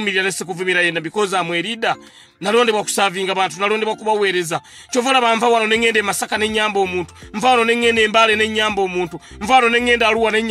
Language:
Ganda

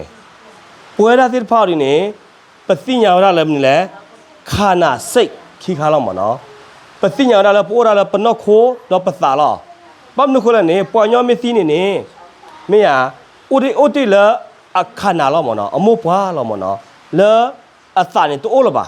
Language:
S'gaw Karen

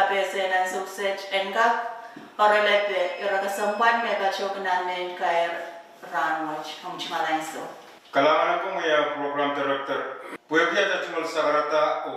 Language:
Pohnpeian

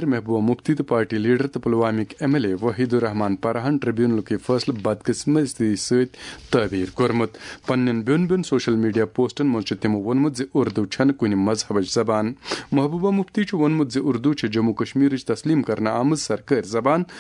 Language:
Kashmiri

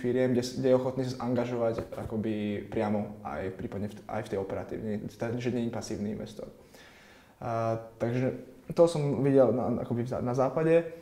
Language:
Slovak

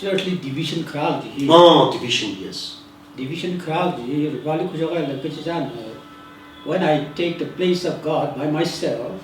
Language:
Tangkhul Naga (India)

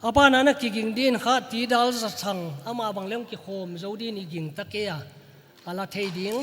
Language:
Paite Chin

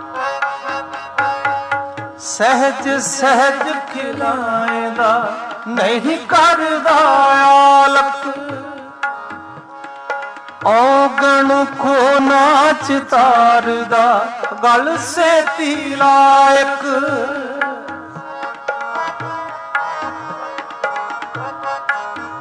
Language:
Punjabi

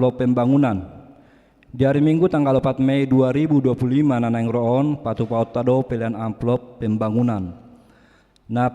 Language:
Batak Toba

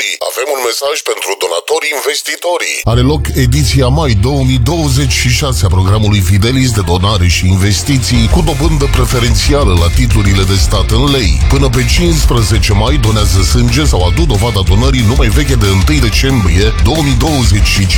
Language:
Romanian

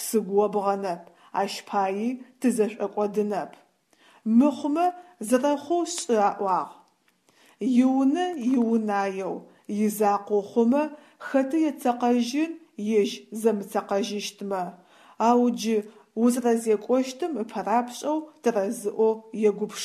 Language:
Adyghe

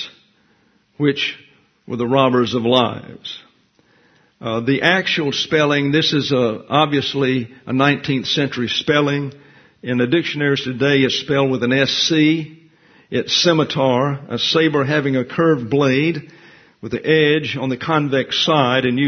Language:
English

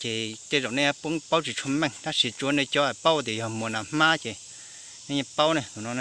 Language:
Hmong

